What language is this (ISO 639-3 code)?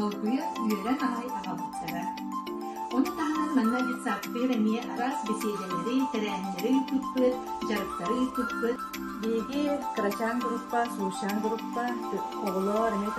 sah